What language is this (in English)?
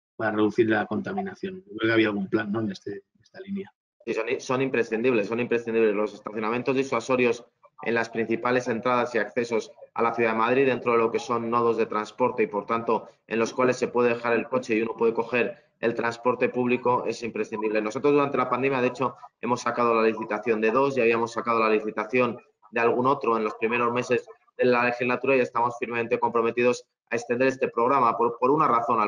Spanish